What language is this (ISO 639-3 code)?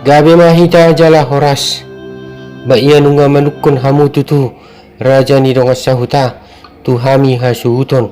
bbc